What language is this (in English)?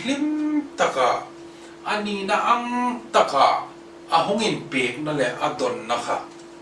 Hmar